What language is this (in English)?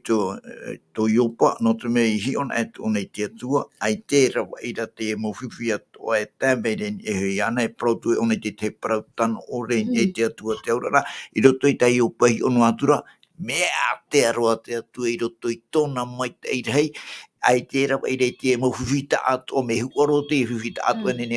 Tahitian